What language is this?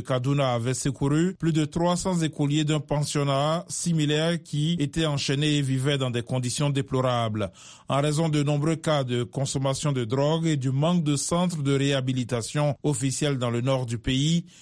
French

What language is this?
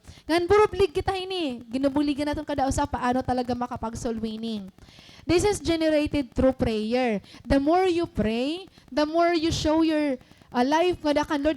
Waray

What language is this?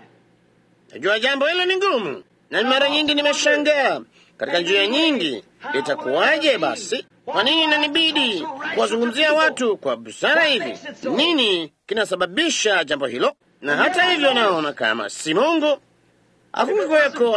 Swahili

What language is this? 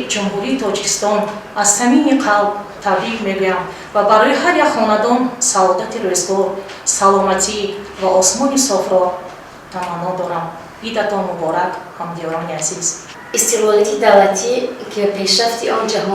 Tajik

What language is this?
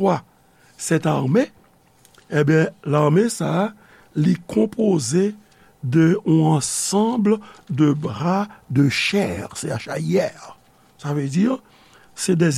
Haitian Creole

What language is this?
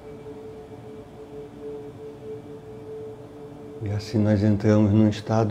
Portuguese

